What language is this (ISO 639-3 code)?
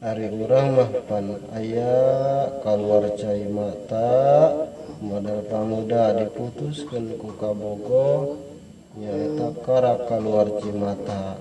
sun